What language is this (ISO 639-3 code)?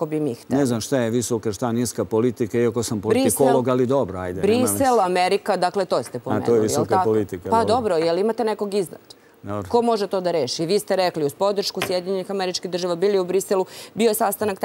srp